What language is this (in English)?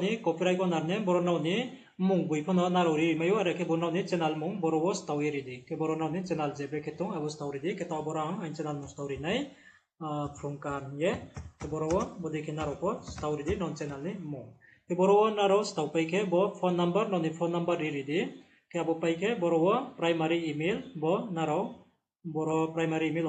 Riang (India)